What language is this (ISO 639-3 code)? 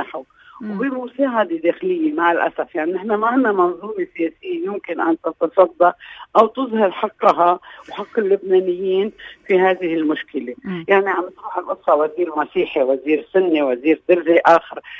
apc